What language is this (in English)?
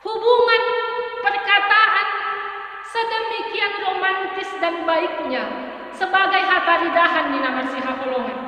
Batak Simalungun